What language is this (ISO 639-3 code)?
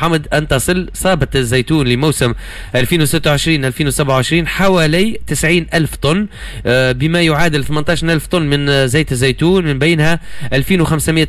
aeb